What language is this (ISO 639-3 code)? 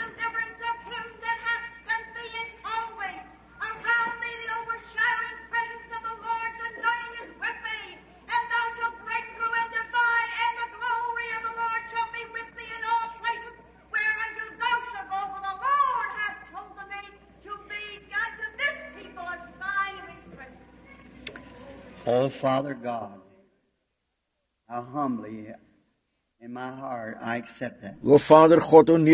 afr